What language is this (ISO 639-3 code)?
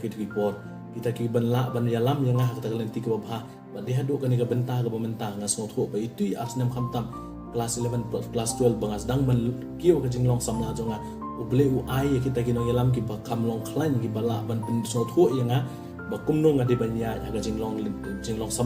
kha